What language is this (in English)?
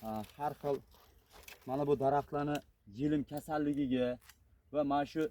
Uzbek